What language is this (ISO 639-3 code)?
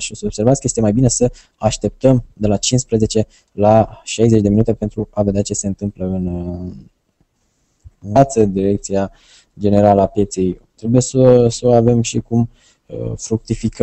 ron